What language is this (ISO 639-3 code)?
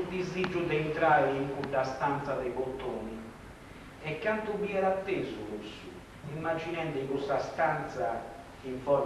srd